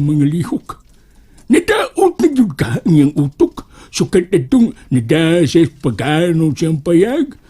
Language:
Cebuano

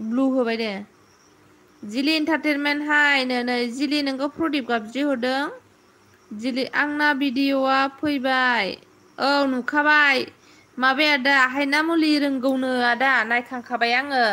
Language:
Bodo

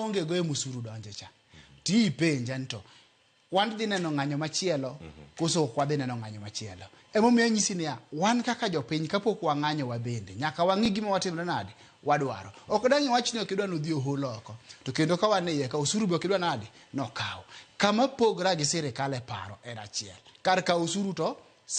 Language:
Luo (Kenya and Tanzania)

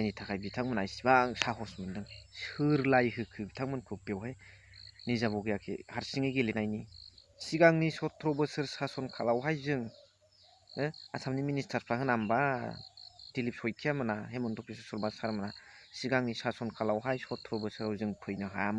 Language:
Bodo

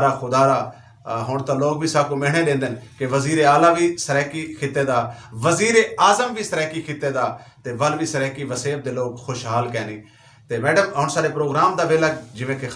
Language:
Saraiki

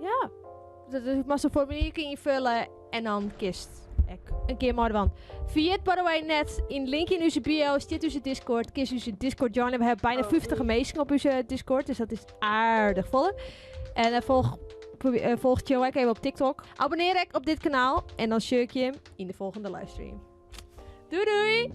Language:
Western Frisian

